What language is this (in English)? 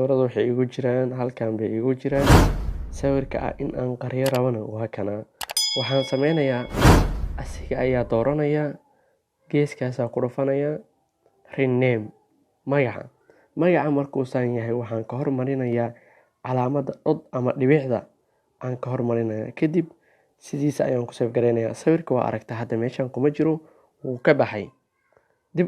Somali